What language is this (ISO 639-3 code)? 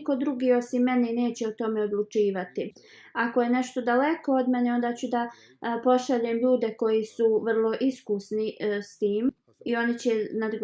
bos